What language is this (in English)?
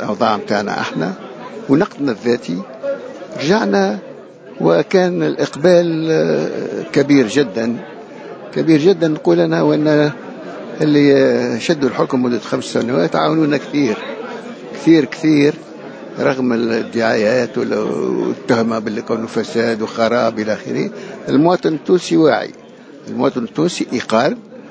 Tunisian Arabic